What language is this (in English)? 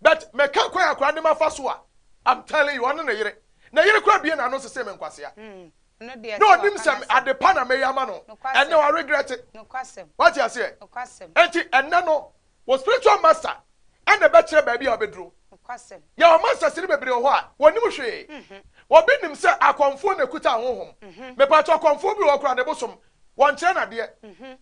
Akan